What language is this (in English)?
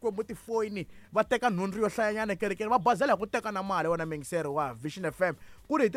Tsonga